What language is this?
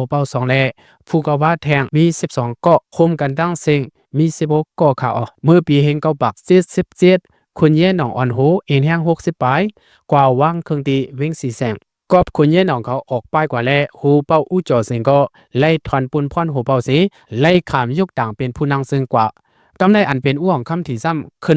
Lao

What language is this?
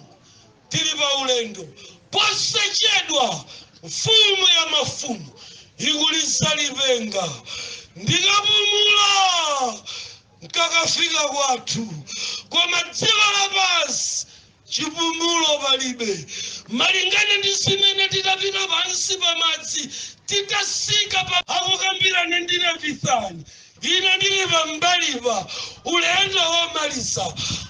Nyanja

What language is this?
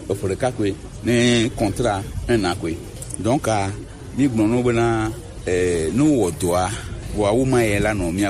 Gen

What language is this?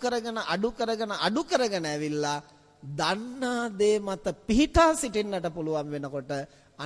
Sinhala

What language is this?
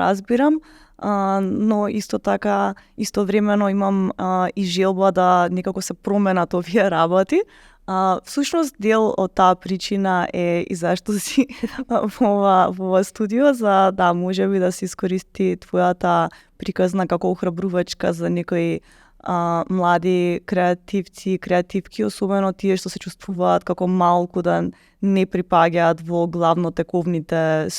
Macedonian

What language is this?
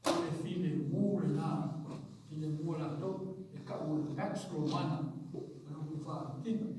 Samoan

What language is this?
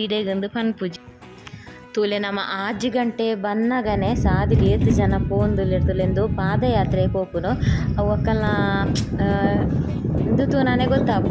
Tulu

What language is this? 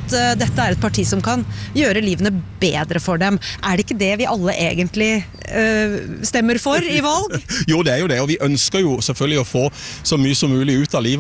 Norwegian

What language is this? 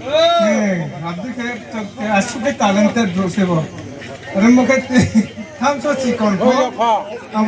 Riang (India)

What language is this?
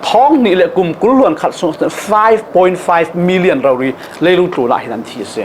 Falam Chin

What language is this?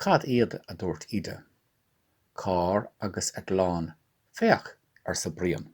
Irish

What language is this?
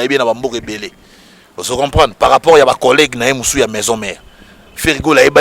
Lingala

